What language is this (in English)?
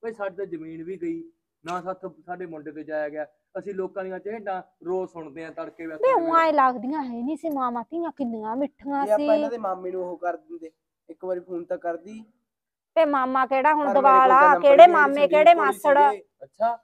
Punjabi